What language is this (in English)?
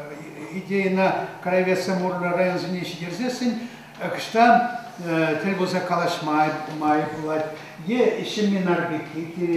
Chuvash